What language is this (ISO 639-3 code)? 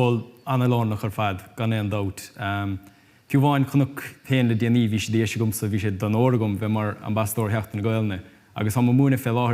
gle